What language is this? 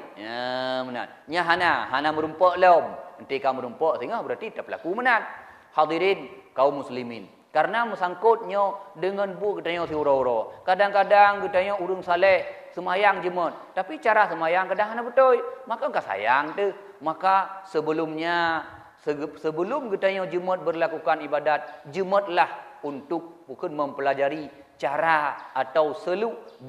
Achinese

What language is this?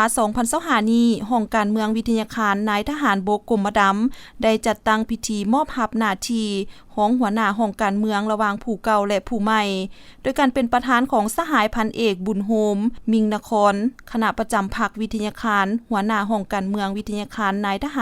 Lao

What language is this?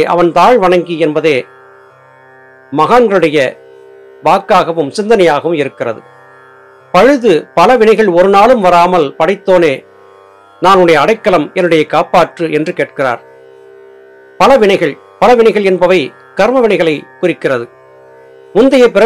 Tamil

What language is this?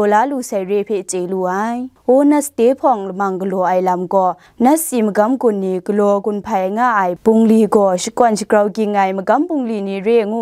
Kachin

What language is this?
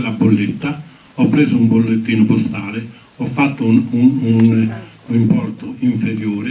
Italian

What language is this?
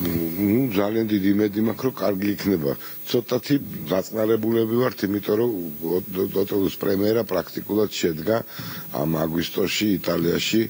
Georgian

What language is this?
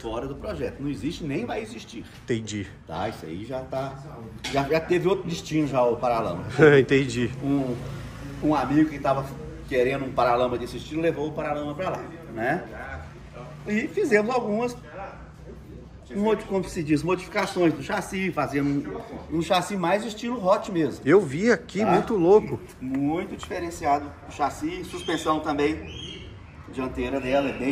Portuguese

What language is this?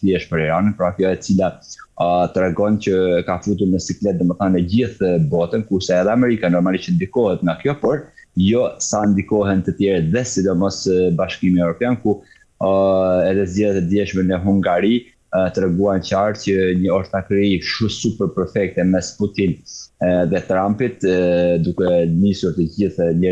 Albanian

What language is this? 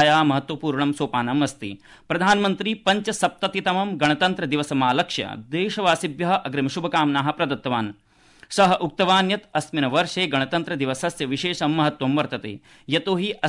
Sanskrit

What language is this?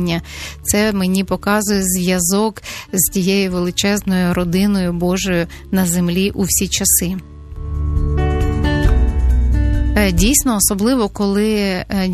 Ukrainian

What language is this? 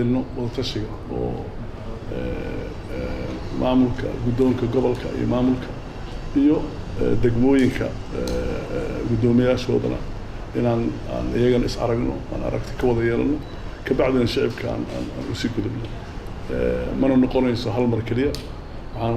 Somali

